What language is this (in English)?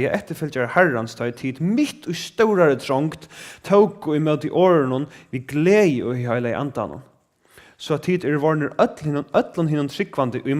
Faroese